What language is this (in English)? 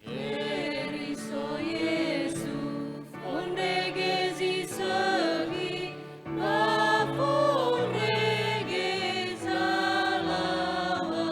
Nias